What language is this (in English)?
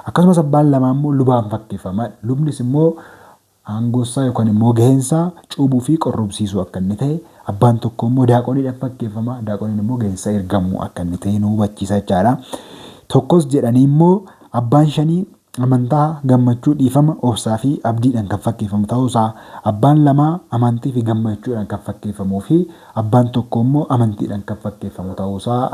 Oromo